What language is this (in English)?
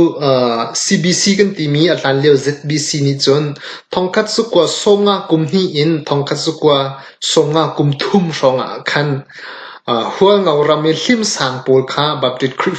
Hakha Chin